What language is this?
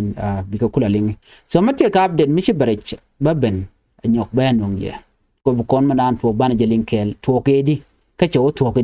Nuer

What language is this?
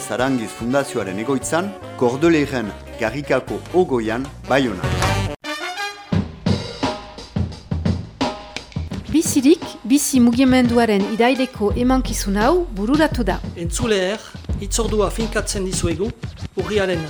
Basque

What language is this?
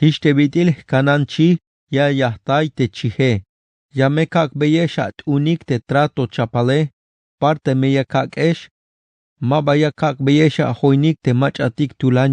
Tzeltal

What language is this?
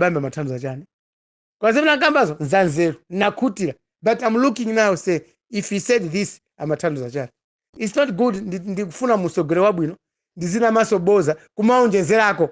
Nyanja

